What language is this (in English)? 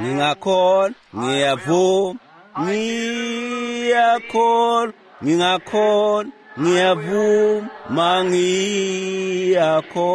Swati